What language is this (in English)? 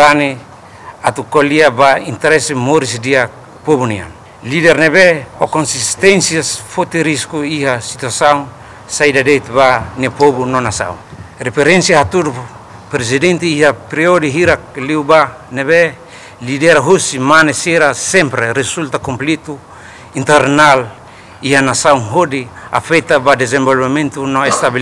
Tetum